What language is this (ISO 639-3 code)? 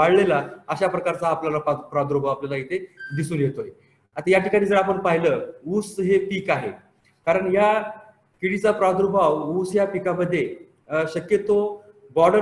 mar